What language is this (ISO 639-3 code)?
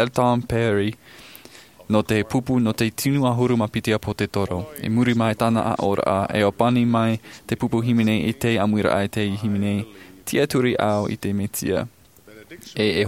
tah